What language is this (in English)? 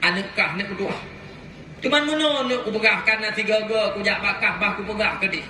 Achinese